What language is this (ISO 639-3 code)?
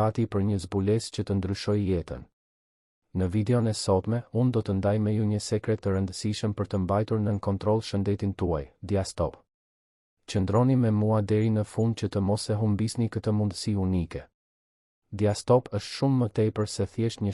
sqi